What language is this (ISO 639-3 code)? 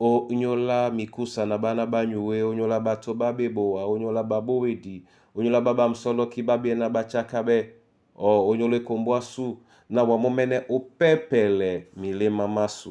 dua